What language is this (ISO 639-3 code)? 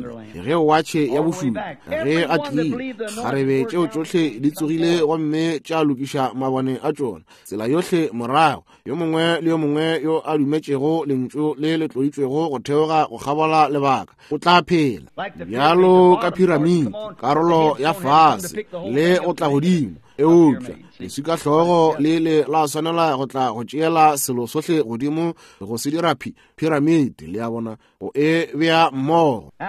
nso